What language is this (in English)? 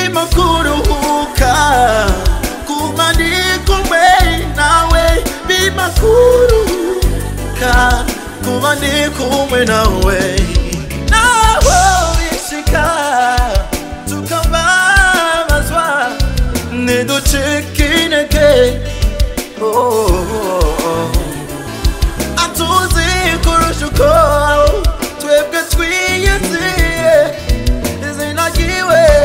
Rundi